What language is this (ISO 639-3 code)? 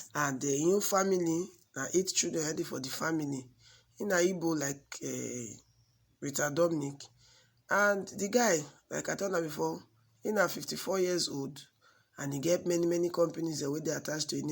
pcm